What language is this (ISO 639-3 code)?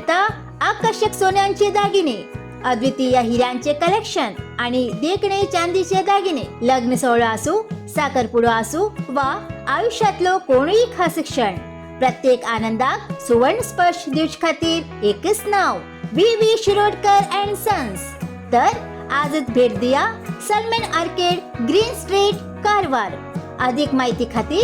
kok